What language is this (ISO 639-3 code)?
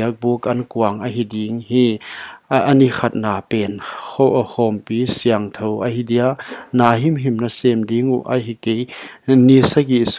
pck